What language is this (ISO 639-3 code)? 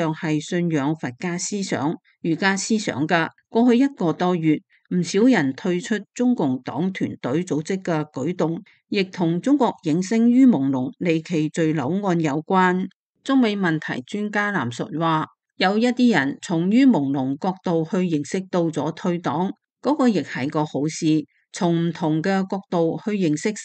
yue